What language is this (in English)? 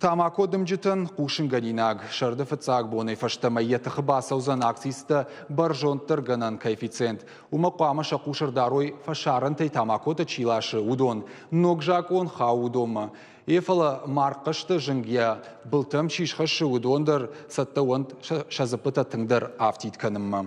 Ossetic